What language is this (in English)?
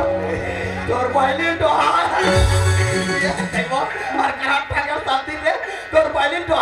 Chhattisgarhi